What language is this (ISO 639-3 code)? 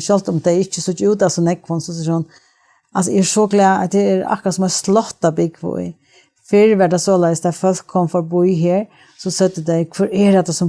fao